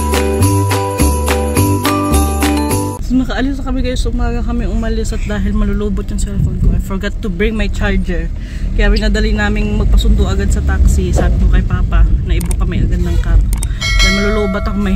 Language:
Filipino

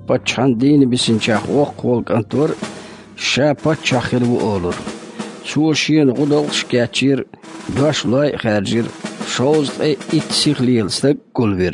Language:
Chechen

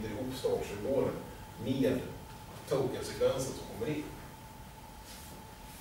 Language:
Swedish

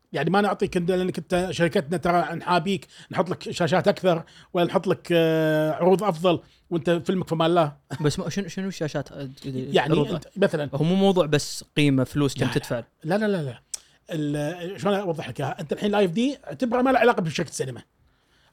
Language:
Gulf Arabic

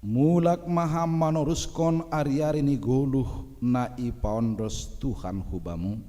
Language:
Batak Simalungun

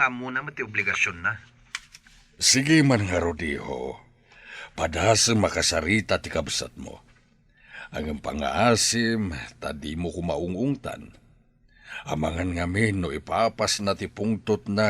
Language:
Iloko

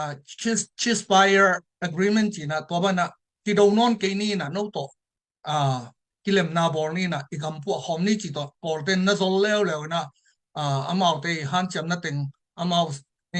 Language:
Tedim Chin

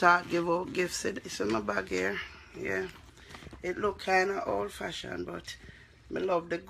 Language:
Jamaican Creole English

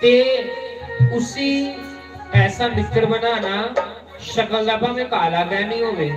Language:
Dogri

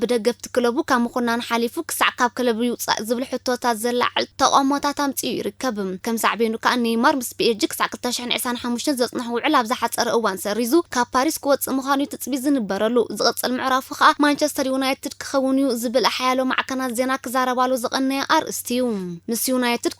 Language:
Tigrinya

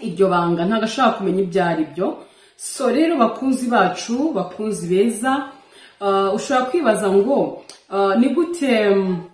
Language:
Kinyarwanda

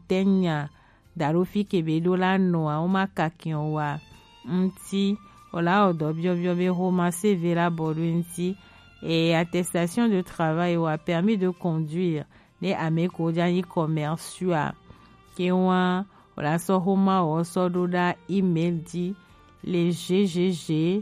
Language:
Gen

